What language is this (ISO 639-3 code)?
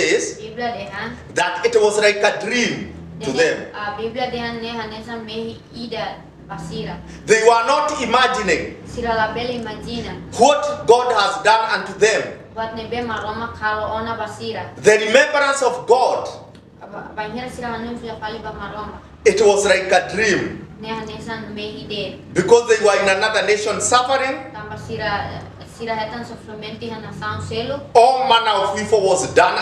tet